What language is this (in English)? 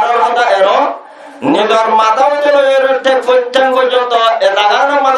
Rohingya